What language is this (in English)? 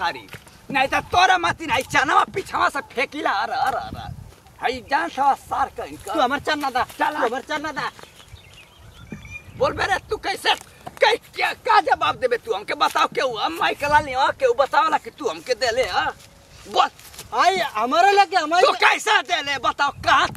Bhojpuri